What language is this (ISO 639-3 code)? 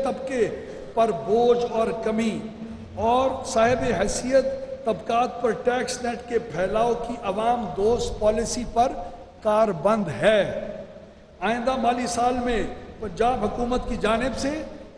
urd